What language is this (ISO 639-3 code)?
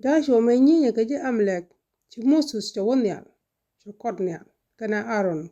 nus